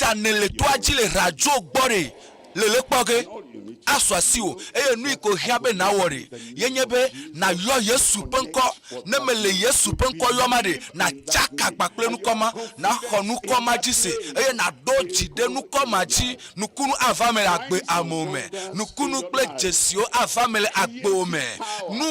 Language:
Ewe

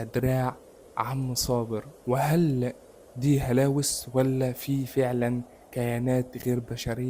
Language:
Egyptian Arabic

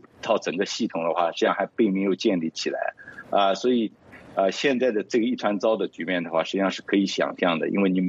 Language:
Chinese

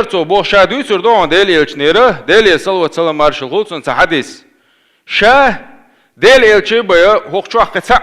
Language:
Chechen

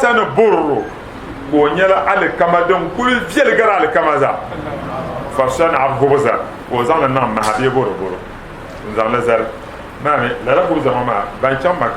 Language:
Dagbani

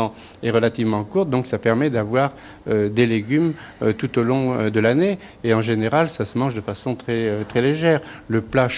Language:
French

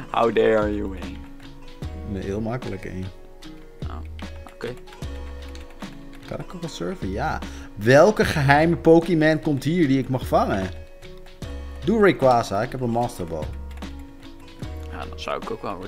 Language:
Dutch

